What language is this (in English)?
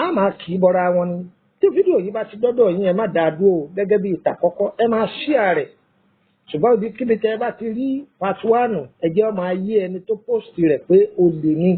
Yoruba